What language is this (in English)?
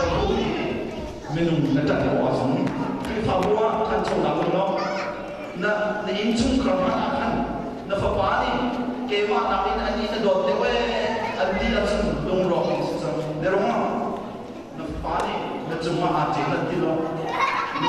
Hakha Chin